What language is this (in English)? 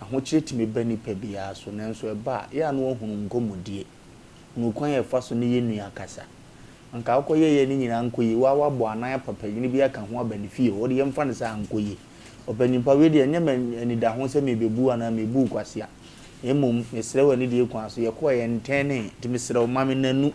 Akan